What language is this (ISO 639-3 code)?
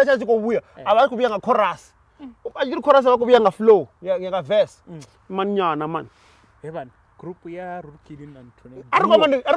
ven